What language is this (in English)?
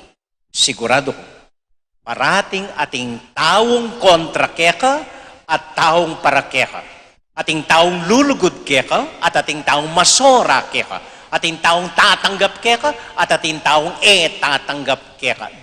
Pampanga